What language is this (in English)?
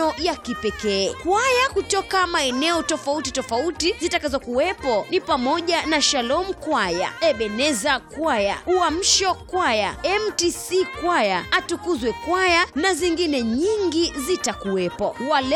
Swahili